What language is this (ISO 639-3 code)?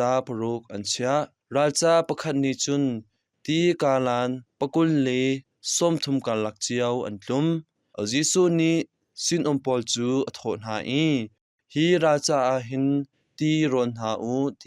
cnh